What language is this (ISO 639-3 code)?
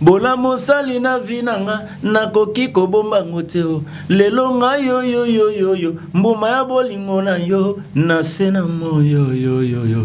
lin